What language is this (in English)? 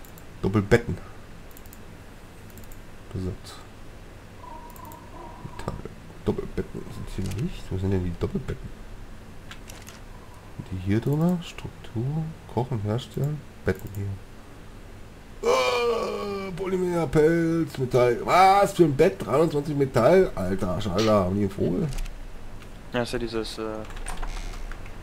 German